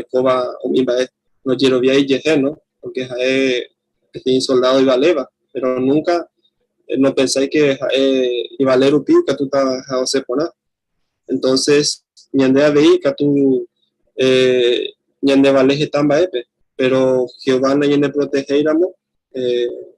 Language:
Guarani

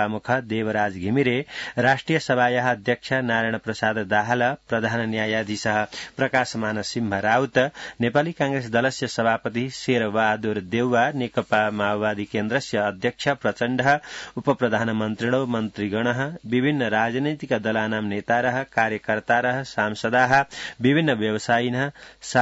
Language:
Sanskrit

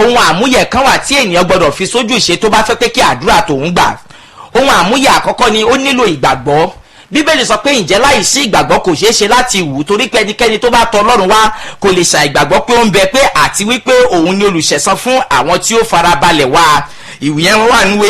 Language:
Yoruba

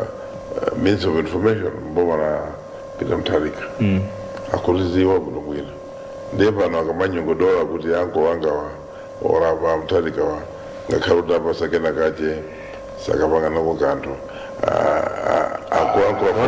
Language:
Nyanja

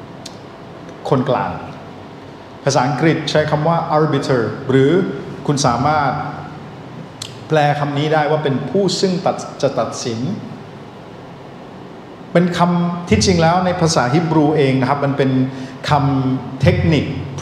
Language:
Thai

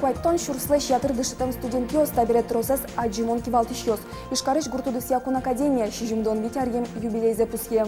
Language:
Udmurt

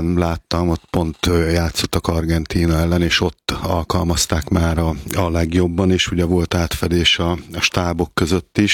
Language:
Hungarian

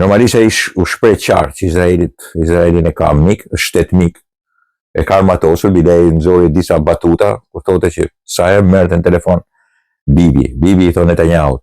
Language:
Albanian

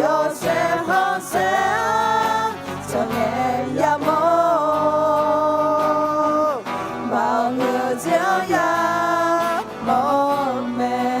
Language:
Akha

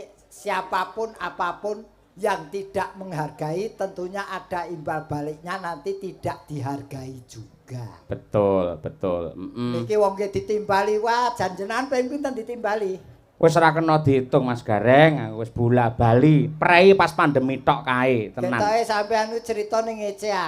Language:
Javanese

